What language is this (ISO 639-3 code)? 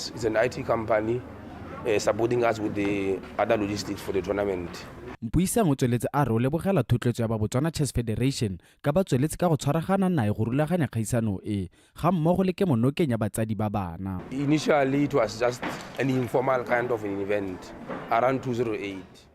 tsn